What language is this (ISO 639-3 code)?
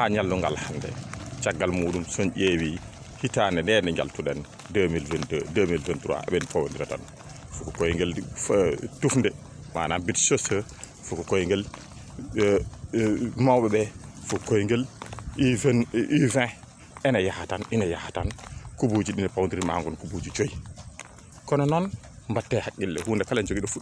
ful